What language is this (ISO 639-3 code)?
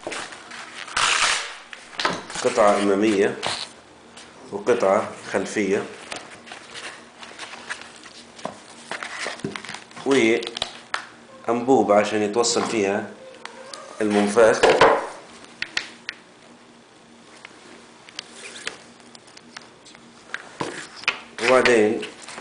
ara